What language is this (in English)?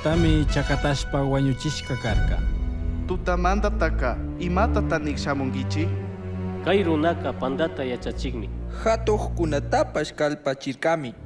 Chimborazo Highland Quichua